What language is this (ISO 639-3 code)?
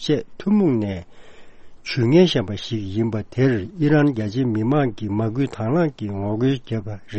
bod